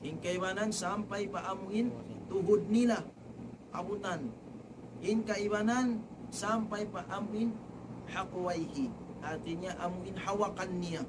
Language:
Tausug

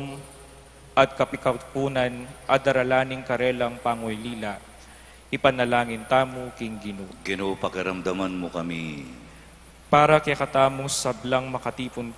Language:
Pampanga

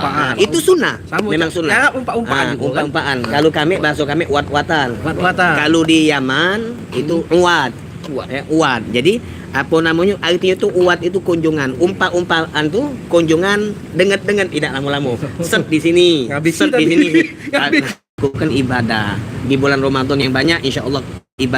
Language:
Musi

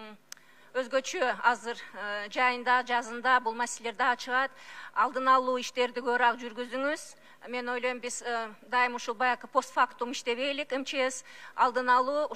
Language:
Kyrgyz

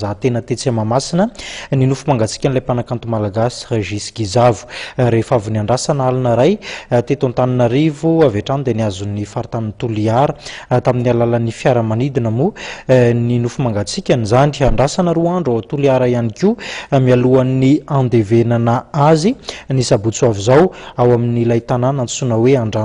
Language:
Malagasy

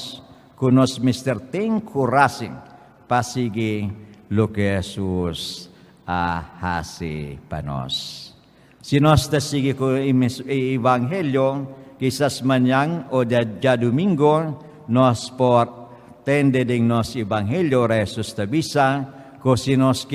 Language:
Papiamento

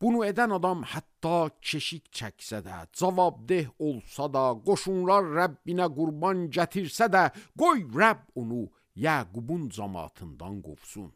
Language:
Azerbaijani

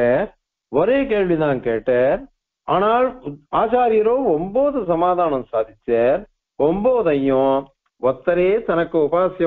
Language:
Tamil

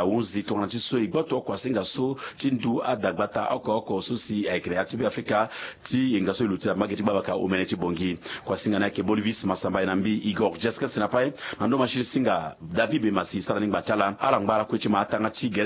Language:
Sango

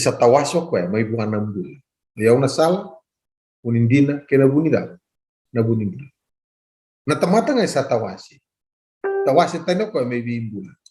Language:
Fijian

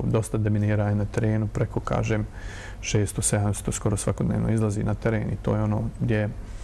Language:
Bosnian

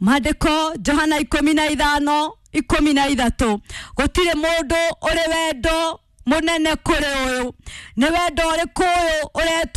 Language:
Kikuyu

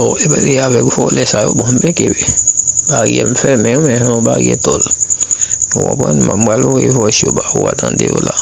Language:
Haitian Creole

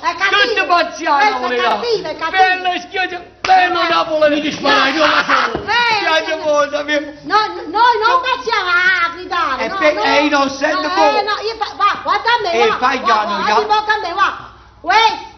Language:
Neapolitan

